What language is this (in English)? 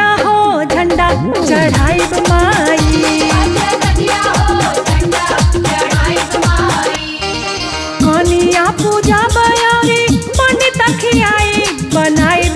Bhojpuri